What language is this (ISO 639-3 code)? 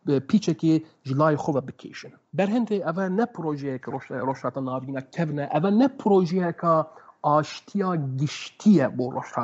kur